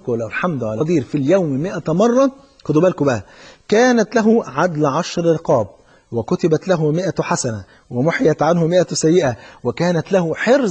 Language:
Egyptian Arabic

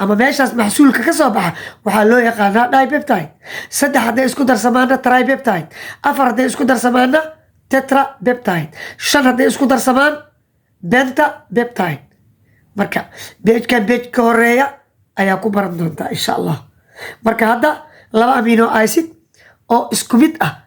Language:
Somali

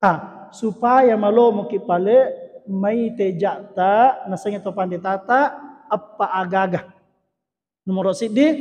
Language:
Buginese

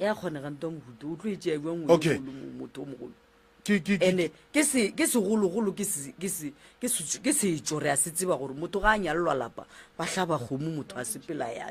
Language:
Northern Sotho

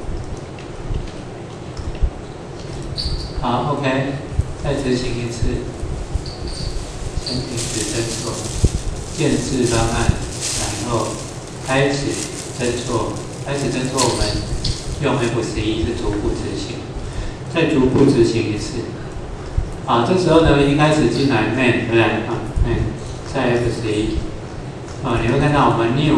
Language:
Chinese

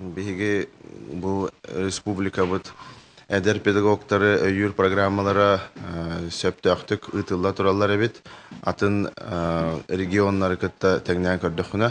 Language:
Yakut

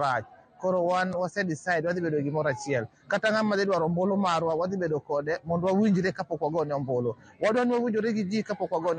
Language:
Luo (Kenya and Tanzania)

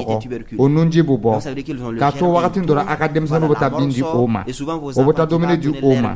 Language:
Dyula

